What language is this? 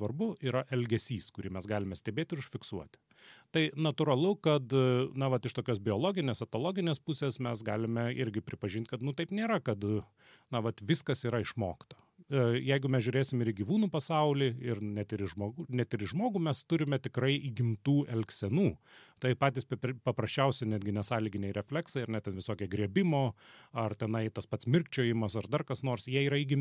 Lithuanian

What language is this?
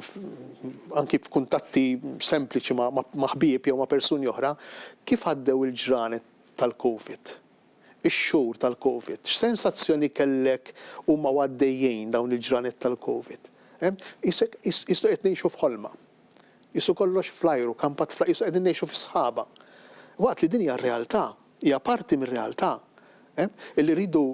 Maltese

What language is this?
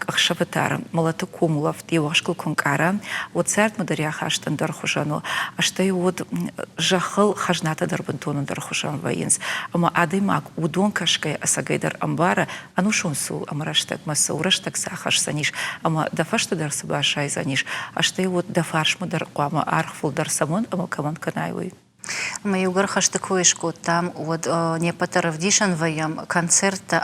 Ossetic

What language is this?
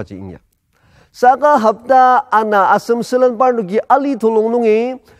Ao Naga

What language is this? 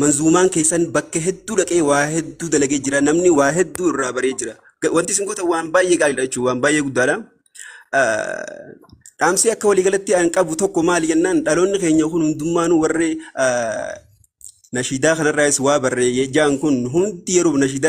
Oromo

